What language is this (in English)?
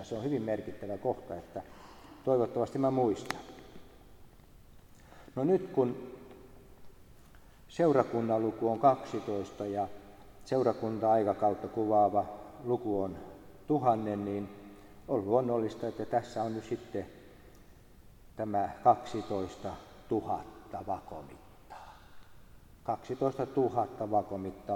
Finnish